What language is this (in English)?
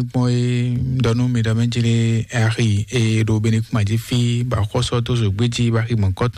Fon